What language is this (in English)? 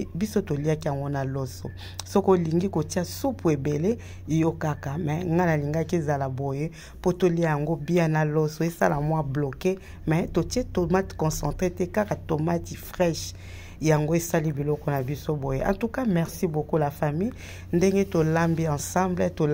Lingala